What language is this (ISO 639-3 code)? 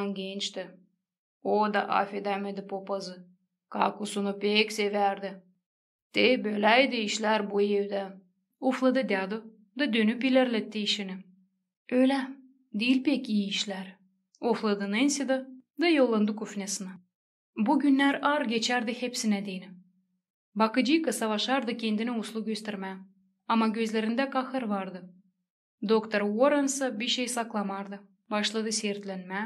gag